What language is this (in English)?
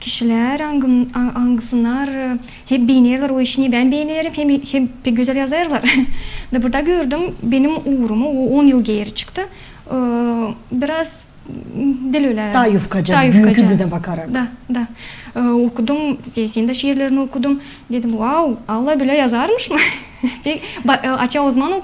Gagauz